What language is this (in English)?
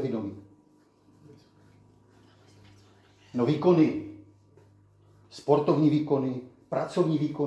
Czech